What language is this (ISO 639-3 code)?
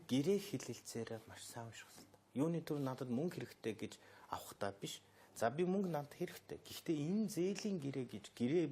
mon